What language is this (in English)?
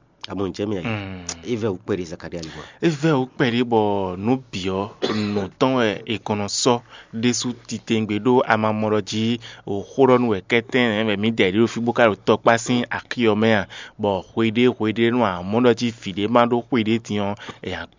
Fon